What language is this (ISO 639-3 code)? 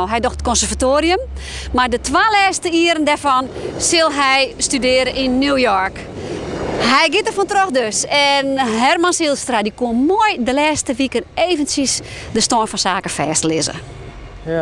fry